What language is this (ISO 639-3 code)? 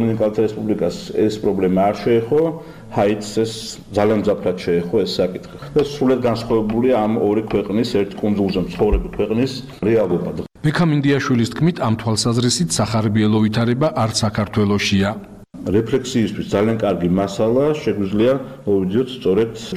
kat